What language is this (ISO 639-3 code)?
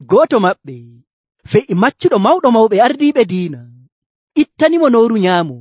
fuv